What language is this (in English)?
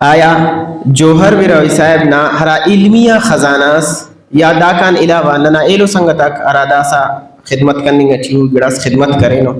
Brahui